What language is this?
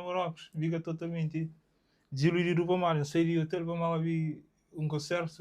Kabuverdianu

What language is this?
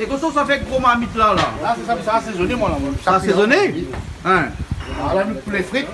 Réunion Creole French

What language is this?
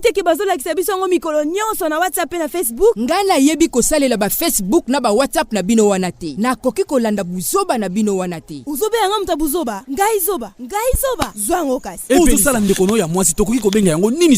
Lingala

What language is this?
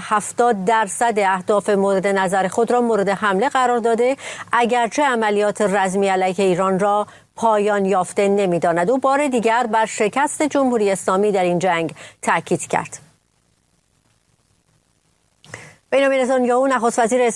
Persian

